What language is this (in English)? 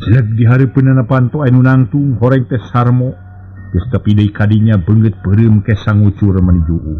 Sundanese